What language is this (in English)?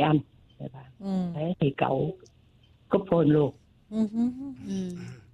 Vietnamese